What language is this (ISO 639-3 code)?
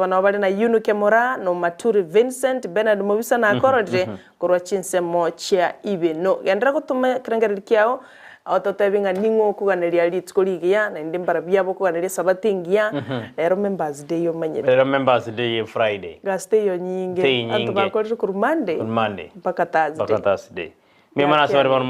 guz